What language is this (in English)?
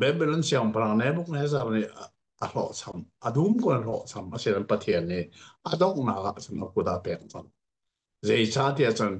Hakha Chin